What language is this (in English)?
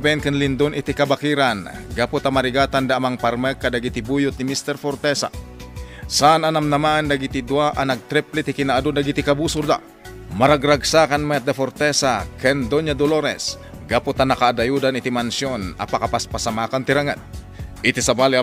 Iloko